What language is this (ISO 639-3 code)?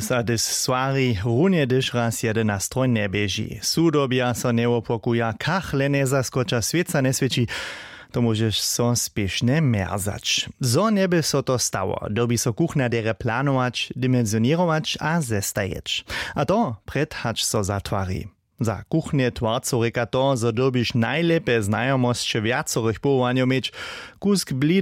hsb